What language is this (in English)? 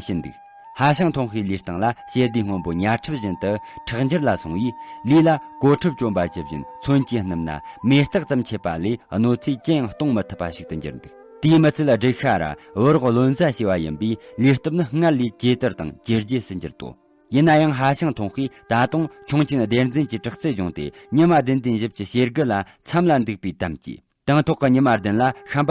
Tibetan